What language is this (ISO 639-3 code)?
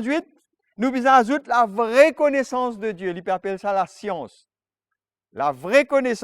mfe